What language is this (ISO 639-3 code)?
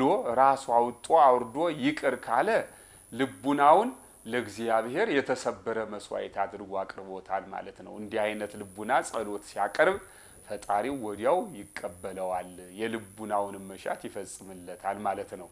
amh